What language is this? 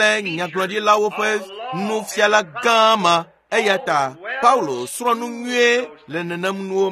Ewe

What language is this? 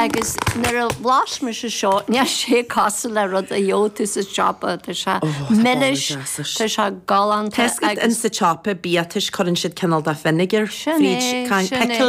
Irish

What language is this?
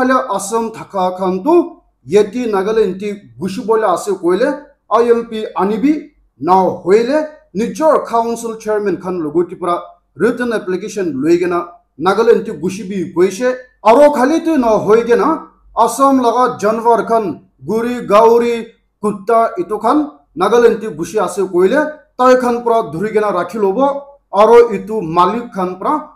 Naga Pidgin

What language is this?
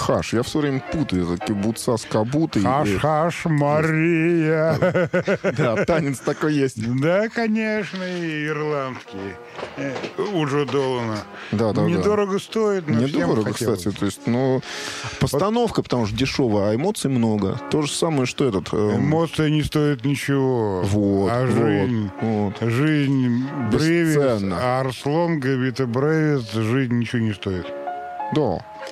Russian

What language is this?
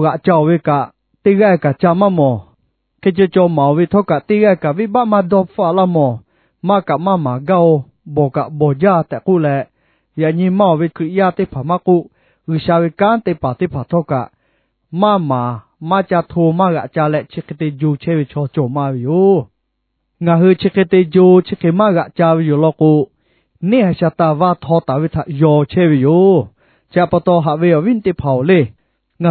Lahu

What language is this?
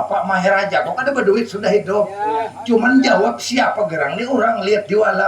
Banjar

